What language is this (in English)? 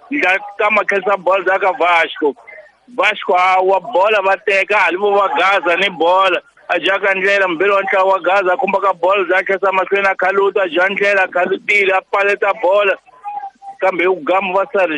Tsonga